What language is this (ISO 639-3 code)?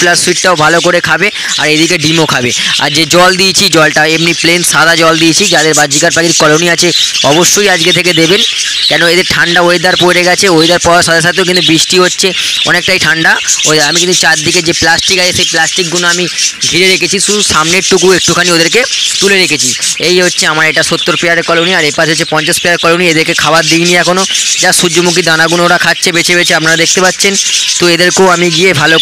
ben